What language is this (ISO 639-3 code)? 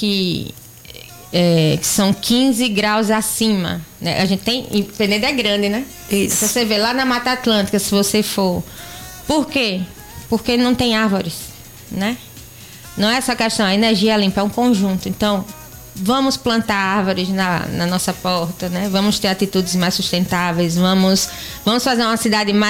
por